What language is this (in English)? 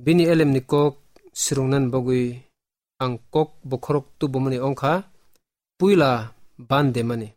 Kok Borok